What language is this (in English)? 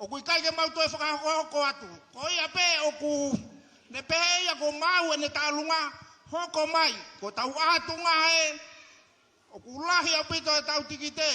Tongan